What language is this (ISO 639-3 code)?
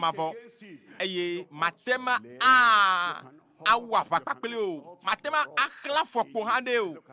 ewe